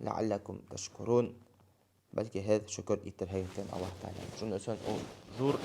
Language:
Bashkir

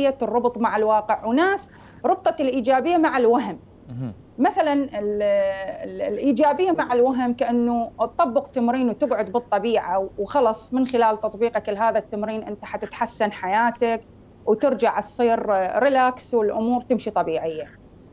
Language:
Mesopotamian Arabic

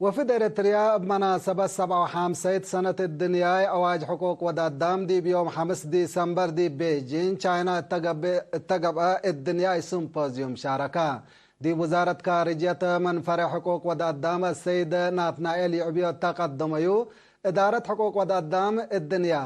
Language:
Tigre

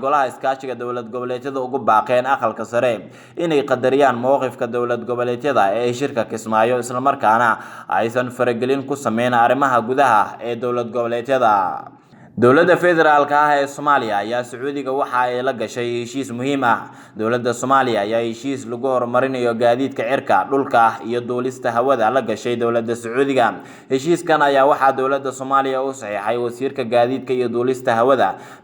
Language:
Somali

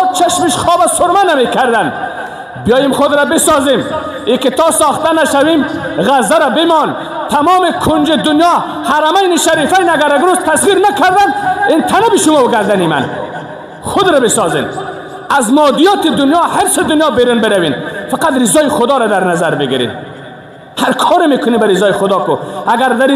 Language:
Persian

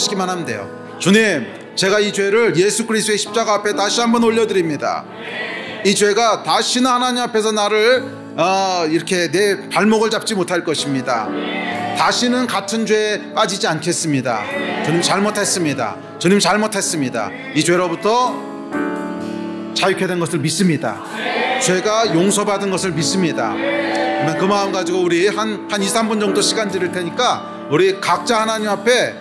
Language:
Korean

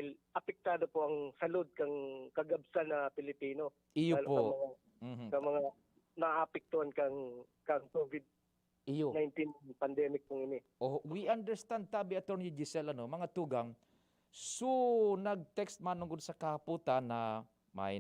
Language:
Bikol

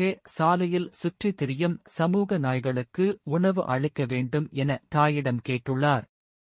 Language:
Tamil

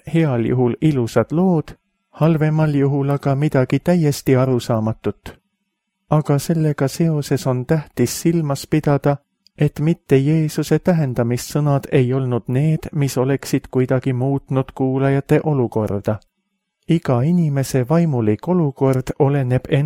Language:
Estonian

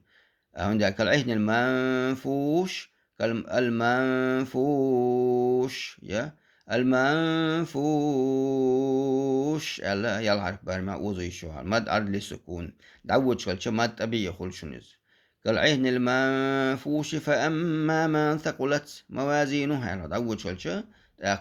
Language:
Chechen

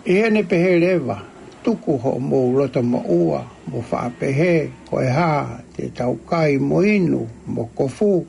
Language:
Tongan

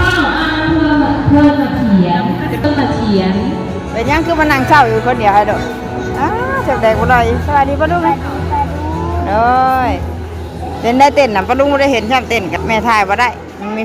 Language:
Northeastern Thai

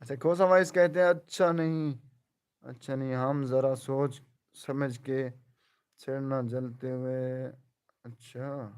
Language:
Saraiki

